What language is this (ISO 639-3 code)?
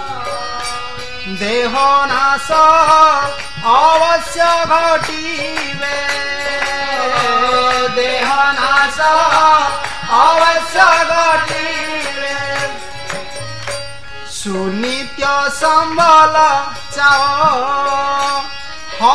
ori